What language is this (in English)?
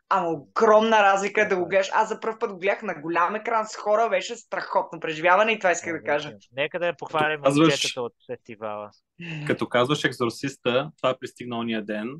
Bulgarian